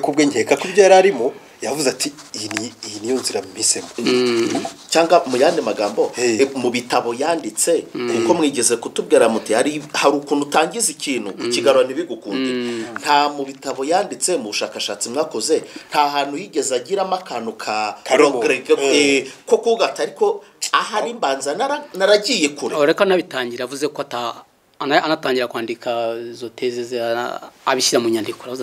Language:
Kinyarwanda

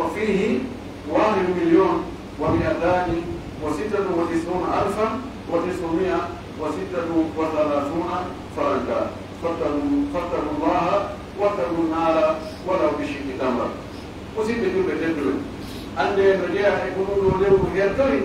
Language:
Pular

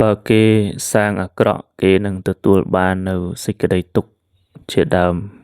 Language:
Khmer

